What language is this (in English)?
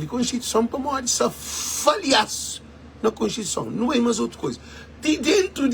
Kabuverdianu